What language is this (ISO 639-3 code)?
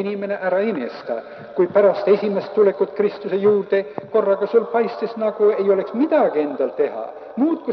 est